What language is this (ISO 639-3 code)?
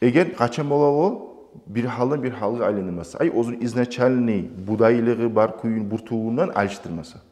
kum